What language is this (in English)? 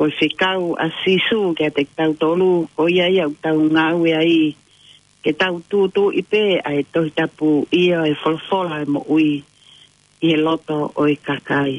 Tongan